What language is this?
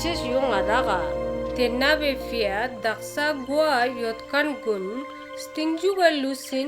Ladakhi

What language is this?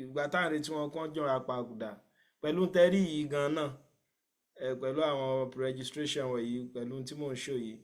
Yoruba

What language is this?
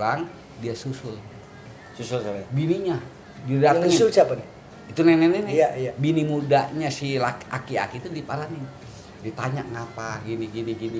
Betawi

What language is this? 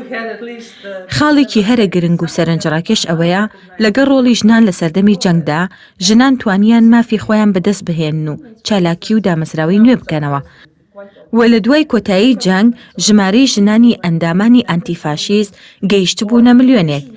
Central Kurdish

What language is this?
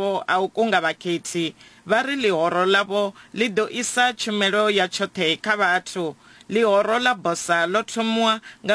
Venda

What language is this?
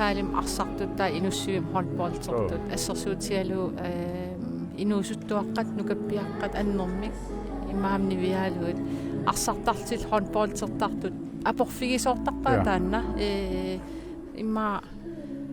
Kalaallisut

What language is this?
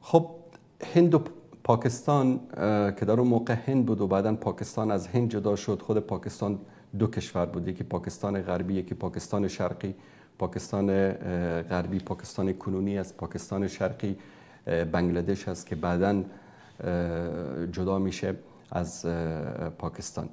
Persian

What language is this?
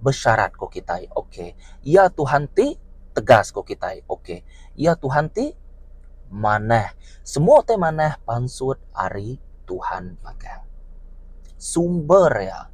Iban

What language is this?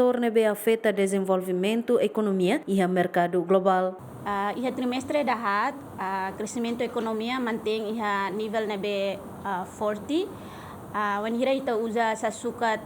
Tetum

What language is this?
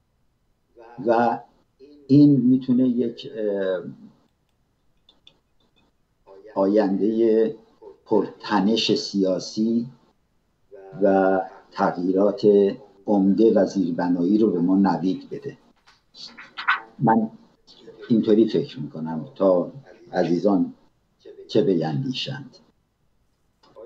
Persian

